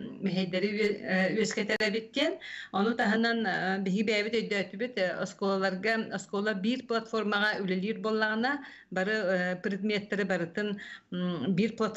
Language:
Yakut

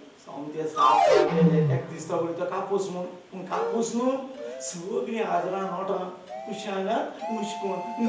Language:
Konkani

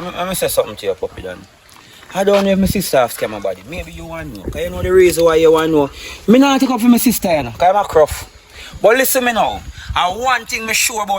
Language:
Jamaican Creole English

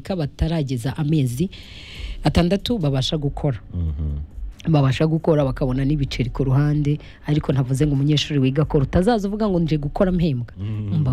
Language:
Kinyarwanda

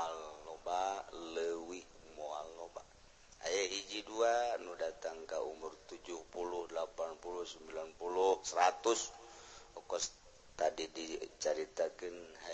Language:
Sundanese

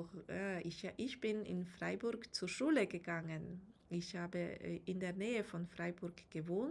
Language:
Swiss German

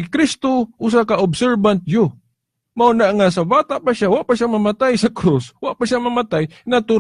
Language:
Cebuano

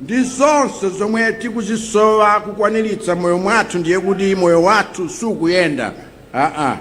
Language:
Nyanja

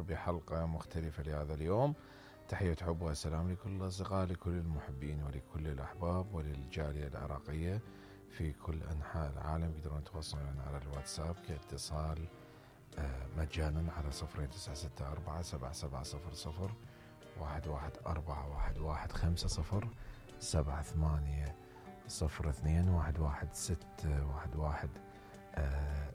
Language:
Mesopotamian Arabic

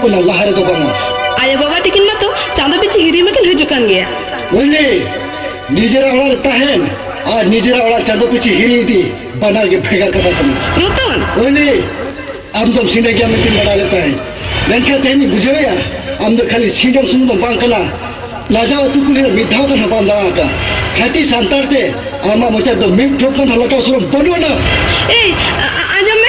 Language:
Santali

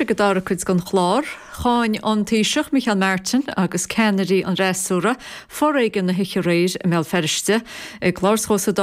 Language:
Irish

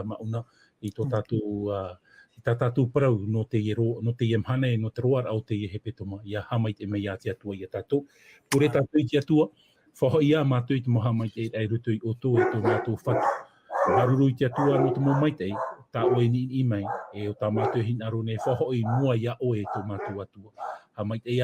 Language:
Tahitian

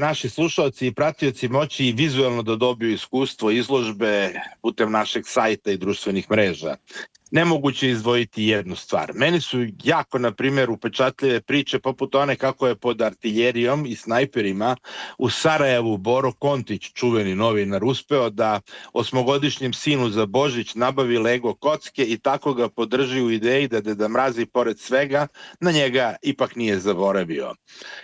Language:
Serbian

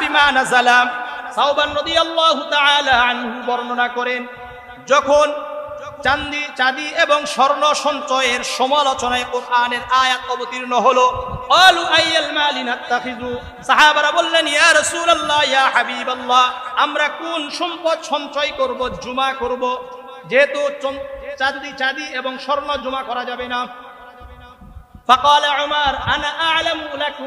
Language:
Bangla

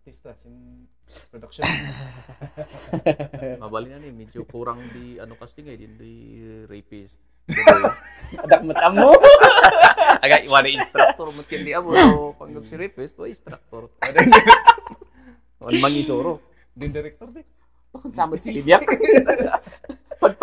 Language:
Kankanaey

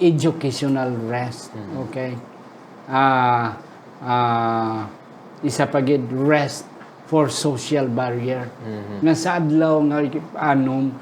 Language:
Hiligaynon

